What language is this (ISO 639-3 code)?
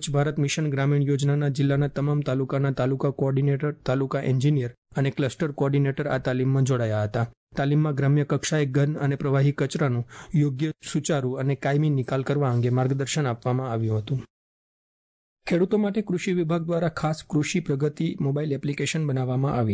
guj